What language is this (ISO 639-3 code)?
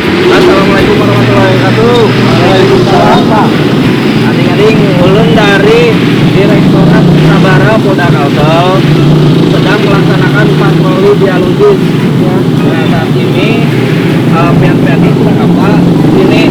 bjn